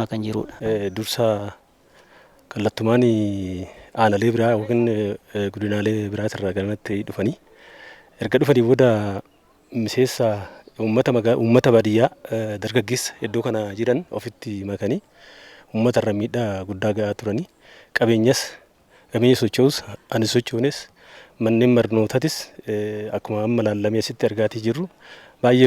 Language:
Oromo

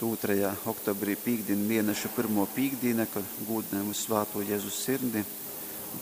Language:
Latgalian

